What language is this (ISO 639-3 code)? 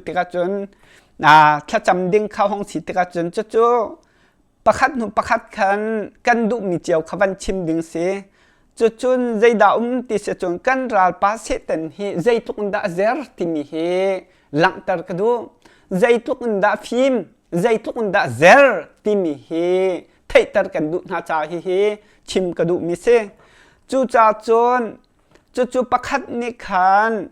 cnh